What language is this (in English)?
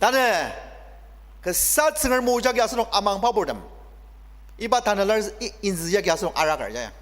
Ao Naga